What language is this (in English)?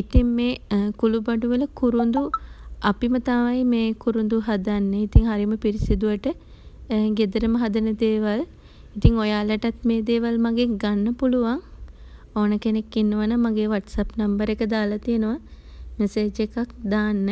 Sinhala